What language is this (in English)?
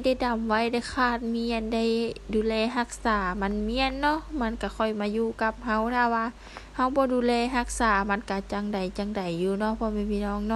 Lao